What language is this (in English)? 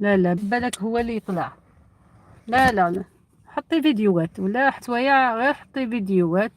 Algerian Arabic